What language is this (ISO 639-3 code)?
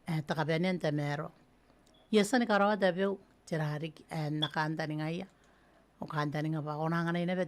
gil